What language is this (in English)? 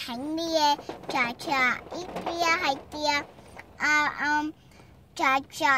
Hmong